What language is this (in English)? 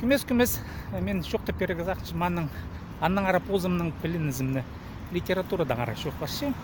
Khakas